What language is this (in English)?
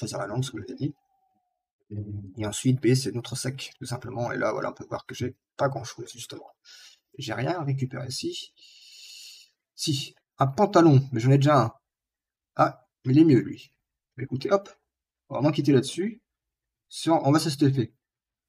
French